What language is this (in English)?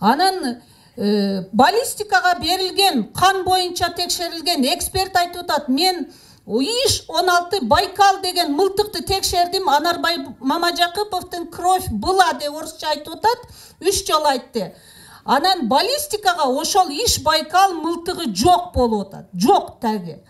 Kyrgyz